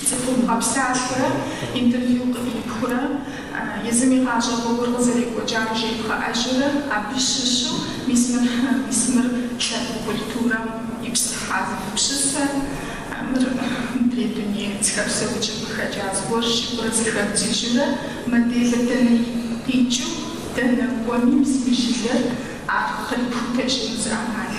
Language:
Kabardian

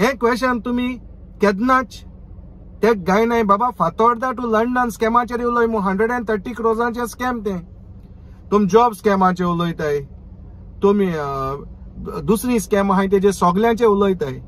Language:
Konkani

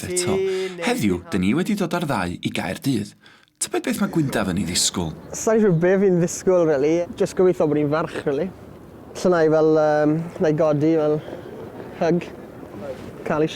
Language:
Welsh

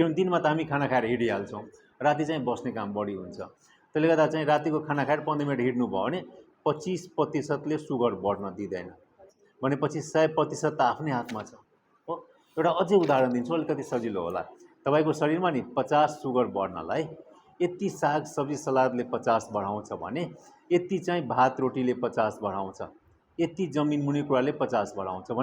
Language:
Nepali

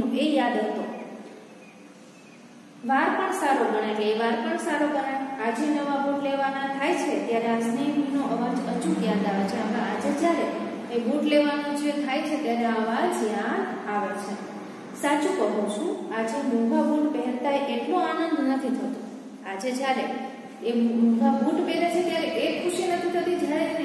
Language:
Gujarati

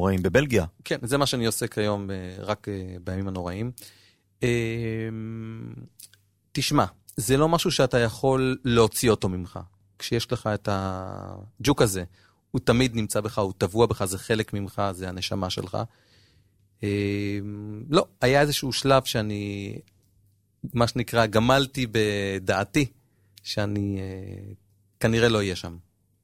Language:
Hebrew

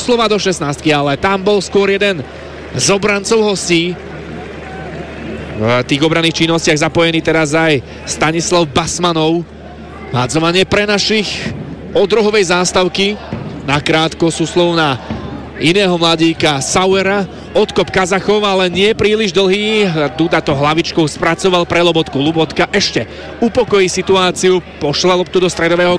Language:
Slovak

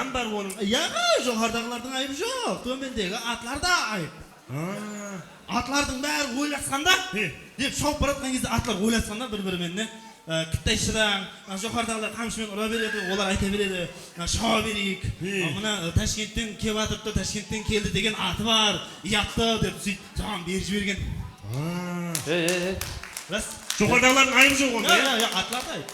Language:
Kara-Kalpak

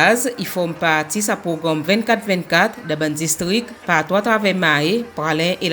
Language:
Seselwa Creole French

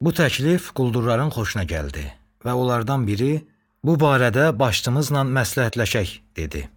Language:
Azerbaijani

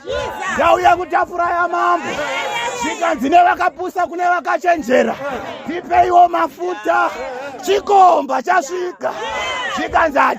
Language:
Shona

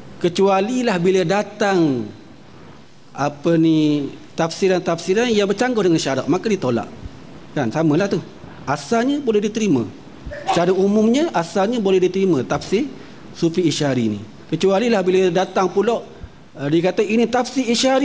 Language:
Malay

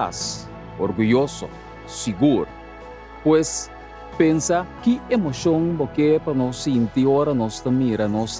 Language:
Papiamento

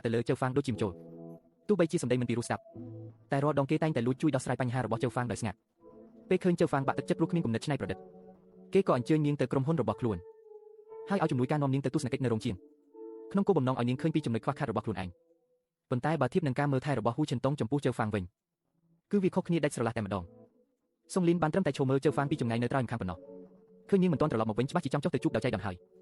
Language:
Khmer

